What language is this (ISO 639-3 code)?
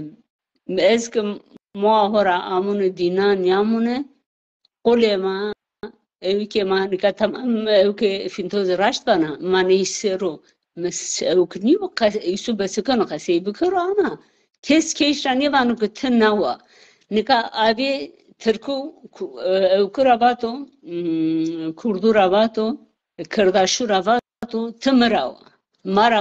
zza